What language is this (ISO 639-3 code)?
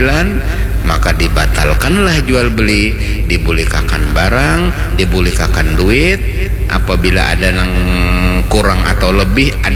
bjn